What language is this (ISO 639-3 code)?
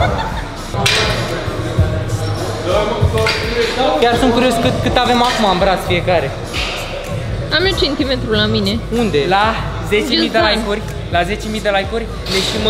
ron